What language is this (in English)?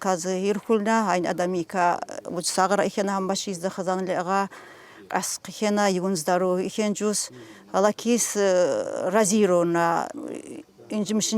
Tsakhur